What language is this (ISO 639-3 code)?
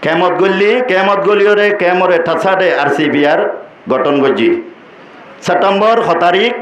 rhg